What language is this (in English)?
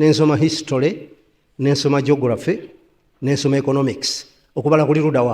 Ganda